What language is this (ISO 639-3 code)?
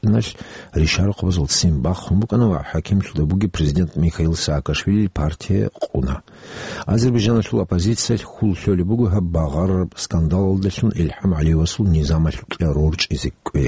ava